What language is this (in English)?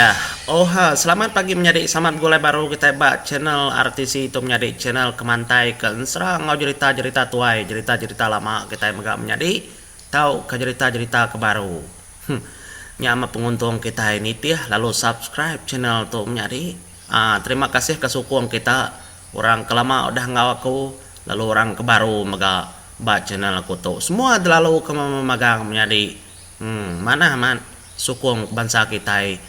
Iban